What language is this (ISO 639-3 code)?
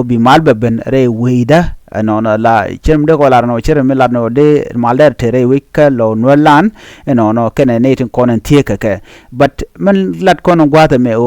nus